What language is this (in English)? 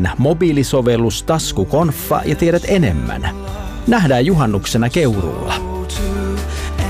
Finnish